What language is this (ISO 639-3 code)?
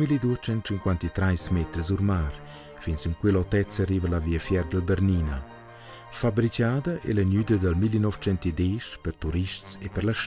roh